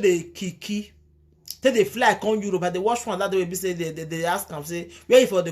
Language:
Nigerian Pidgin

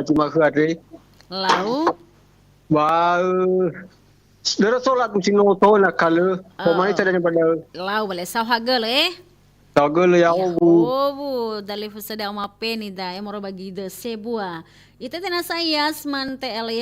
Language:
Nias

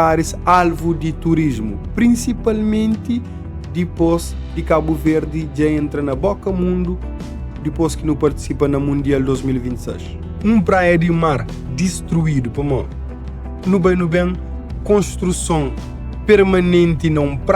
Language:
Kabuverdianu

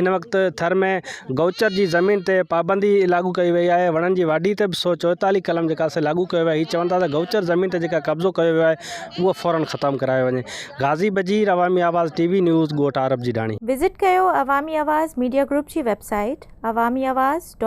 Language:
Sindhi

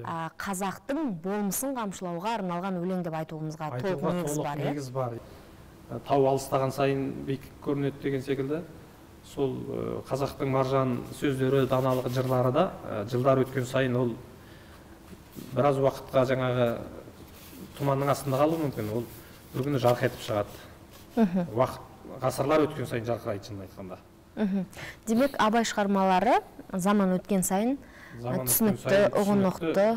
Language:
Kazakh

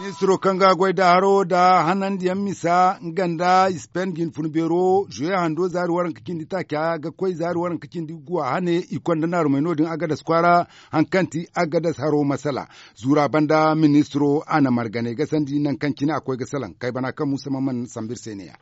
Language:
Zarma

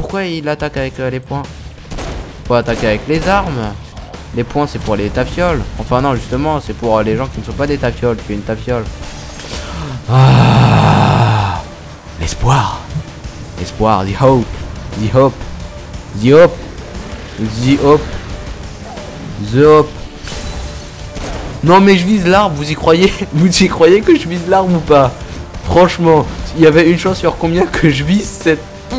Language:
French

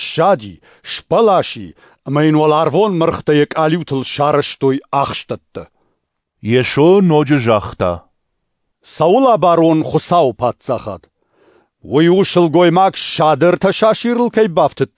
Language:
Ossetic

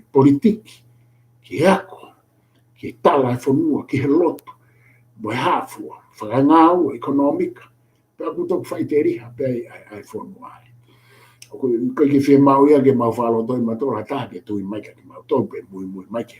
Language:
Tongan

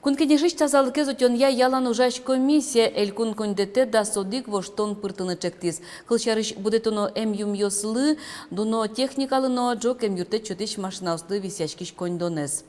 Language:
Udmurt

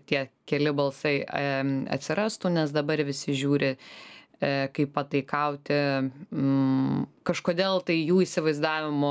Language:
Lithuanian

